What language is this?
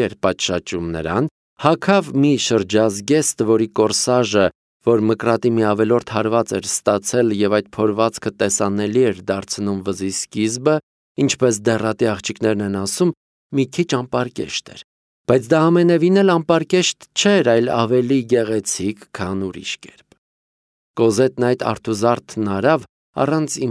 Armenian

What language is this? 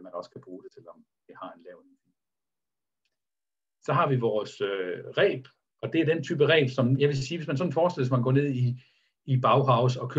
Danish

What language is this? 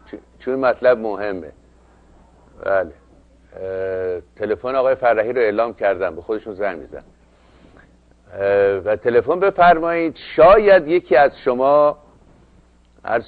Persian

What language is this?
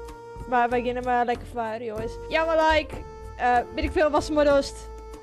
Western Frisian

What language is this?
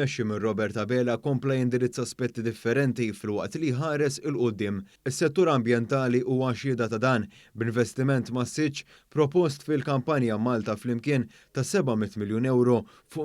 Maltese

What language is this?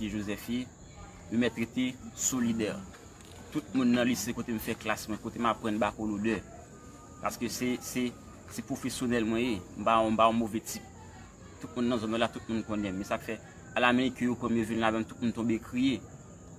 Haitian Creole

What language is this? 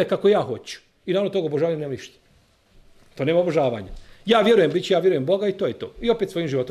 Bosnian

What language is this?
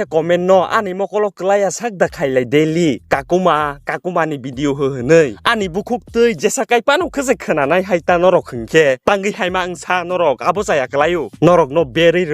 Kok Borok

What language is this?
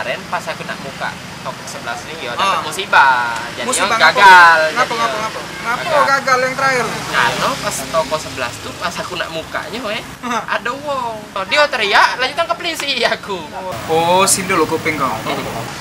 Musi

